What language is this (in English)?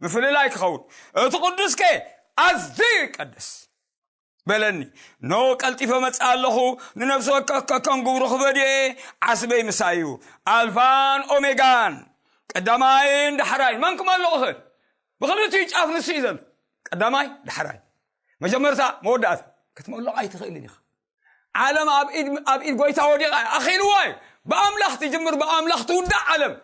Tigrinya